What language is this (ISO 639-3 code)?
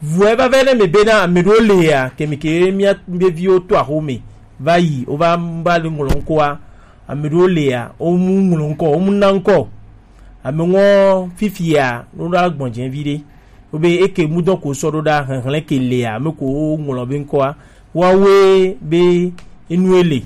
gej